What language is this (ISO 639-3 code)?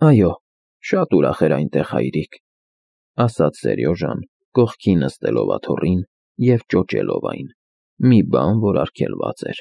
hye